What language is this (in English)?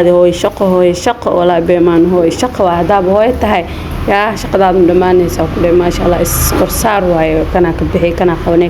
Somali